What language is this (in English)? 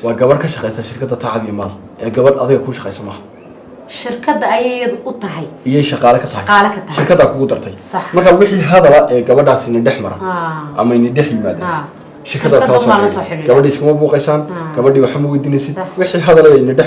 Somali